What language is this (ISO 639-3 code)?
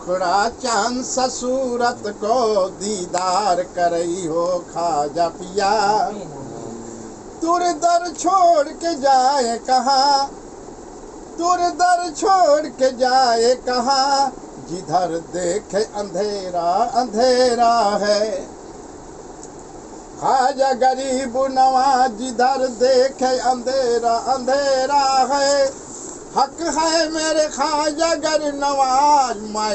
urd